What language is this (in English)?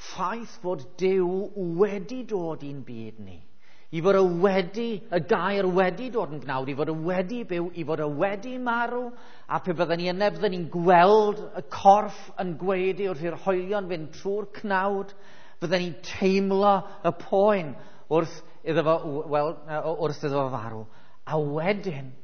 Welsh